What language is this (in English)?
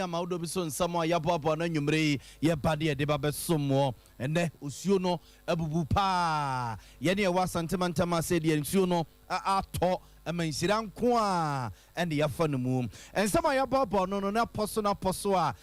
Akan